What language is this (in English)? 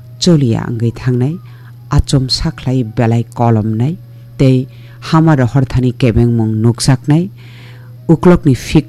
Kok Borok